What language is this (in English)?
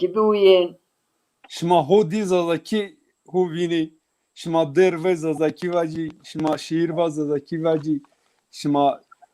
Zaza